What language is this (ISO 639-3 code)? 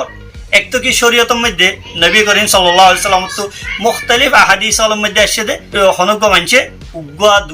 rhg